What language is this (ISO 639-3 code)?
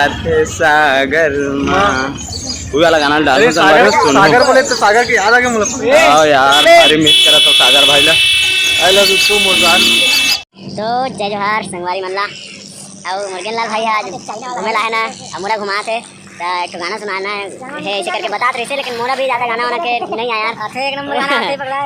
hne